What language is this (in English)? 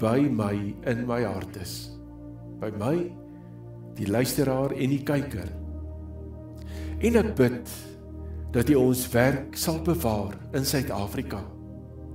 Afrikaans